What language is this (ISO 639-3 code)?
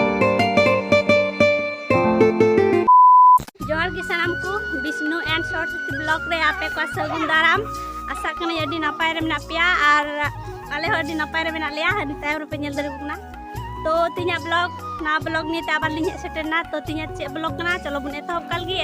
sat